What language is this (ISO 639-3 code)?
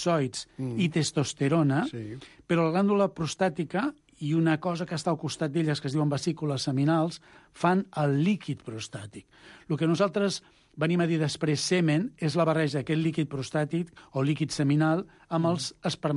cat